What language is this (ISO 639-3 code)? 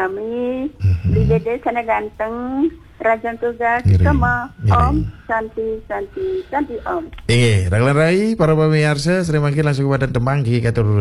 ban